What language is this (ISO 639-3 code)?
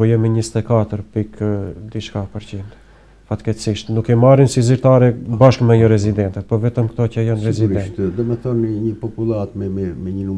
sqi